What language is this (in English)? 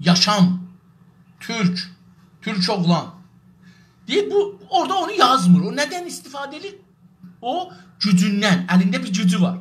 South Azerbaijani